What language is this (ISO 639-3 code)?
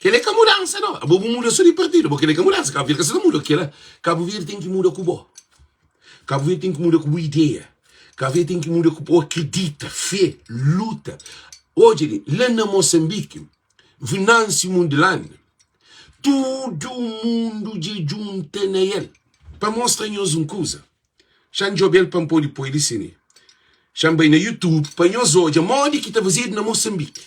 kea